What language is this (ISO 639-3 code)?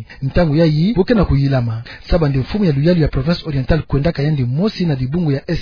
ktu